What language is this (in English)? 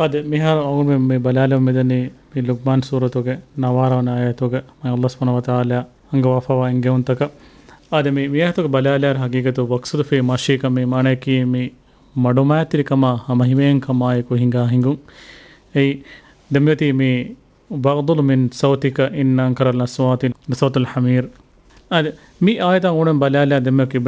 Divehi